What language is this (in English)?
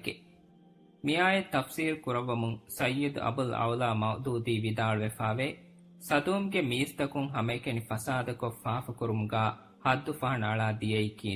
Divehi